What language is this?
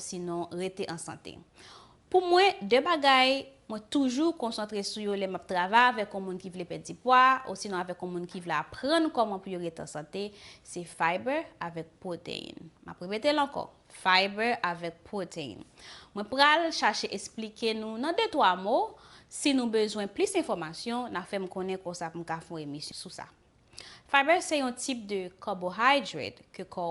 Haitian Creole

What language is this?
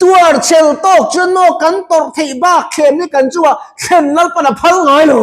Mizo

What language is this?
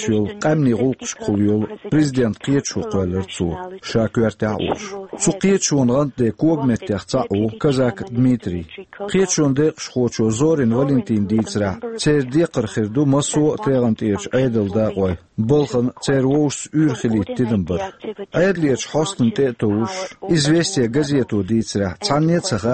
Chechen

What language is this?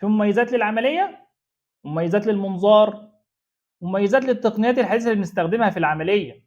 Egyptian Arabic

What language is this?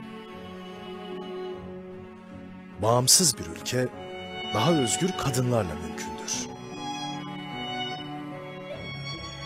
Turkish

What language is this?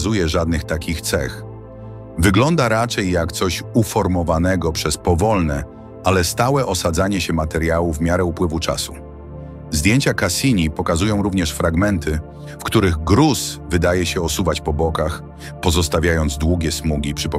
Polish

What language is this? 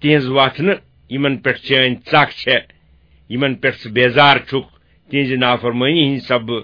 Kashmiri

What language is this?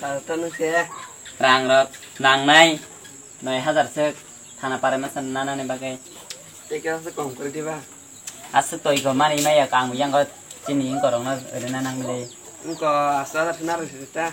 Kok Borok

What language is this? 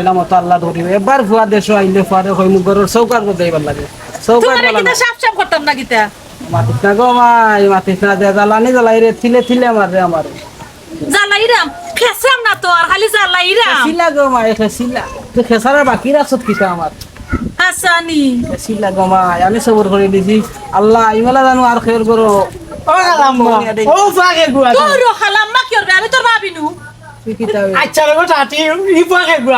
Sylheti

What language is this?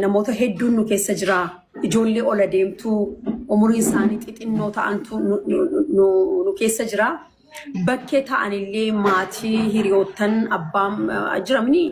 Oromo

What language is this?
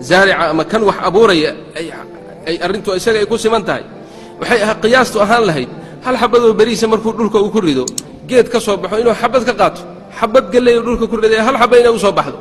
Somali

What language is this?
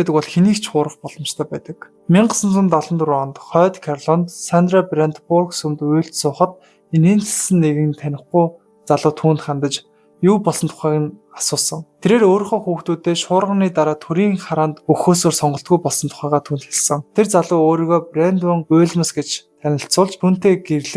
Mongolian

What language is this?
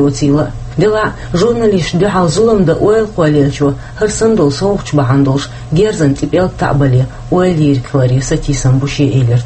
Chechen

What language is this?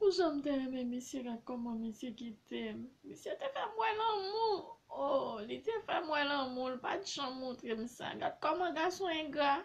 Haitian Creole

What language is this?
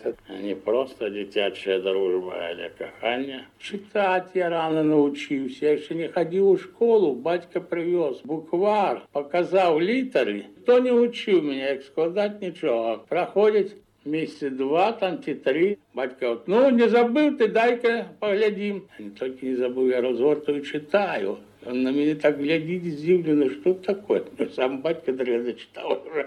Belarusian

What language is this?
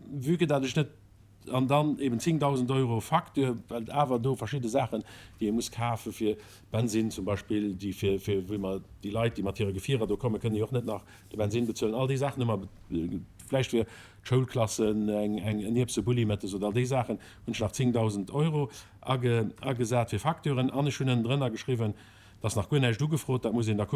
Luxembourgish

